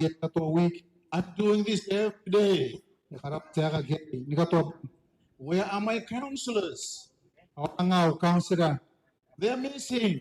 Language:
Gilbertese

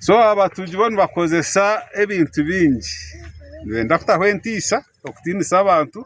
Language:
Nyankole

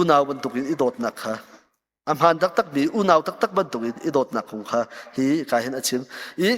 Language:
Hakha Chin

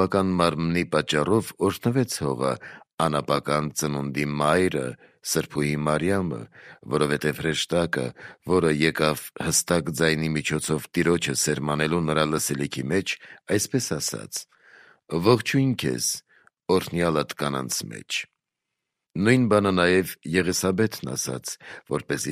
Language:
Armenian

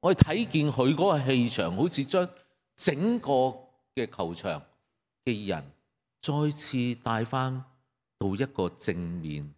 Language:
Cantonese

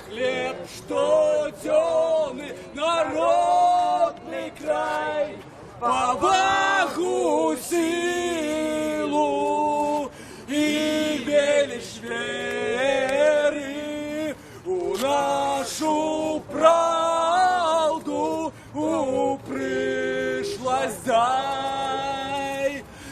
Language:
Belarusian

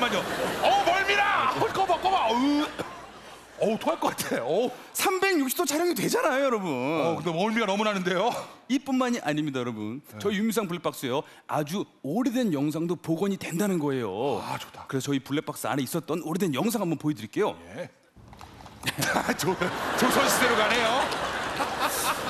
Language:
Korean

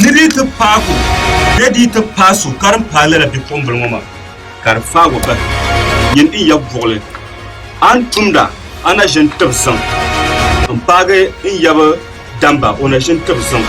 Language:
Dagbani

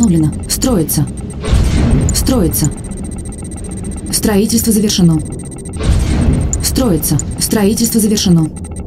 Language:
Russian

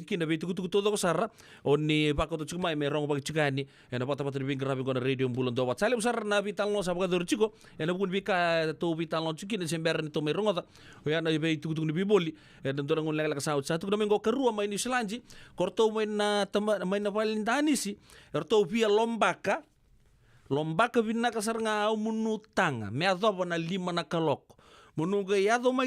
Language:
Fijian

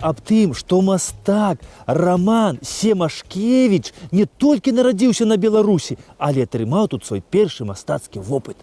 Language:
Belarusian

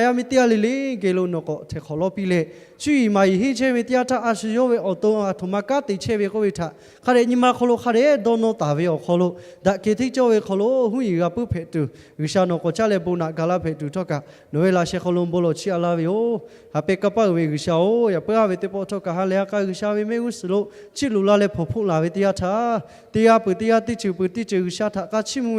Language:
Lahu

